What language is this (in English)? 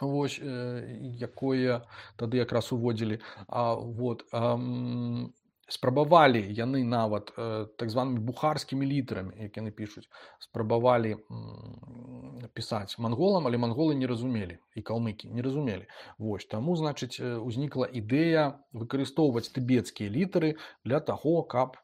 Belarusian